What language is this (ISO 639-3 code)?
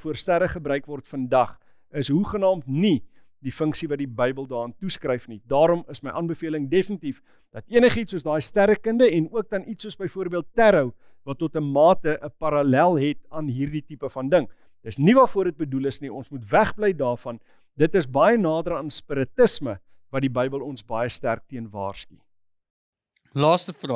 afr